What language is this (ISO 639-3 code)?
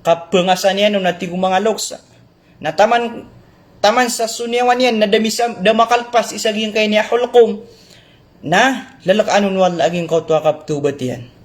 mrw